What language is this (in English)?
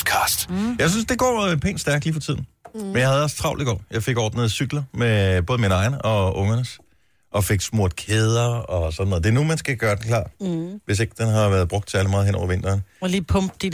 Danish